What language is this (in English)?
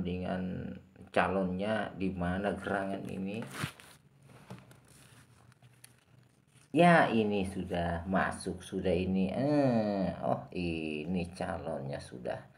Indonesian